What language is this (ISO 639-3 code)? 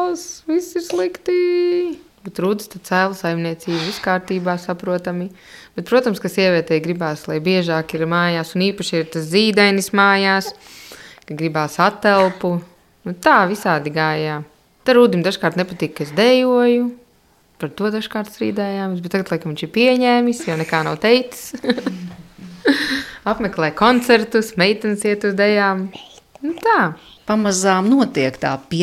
lav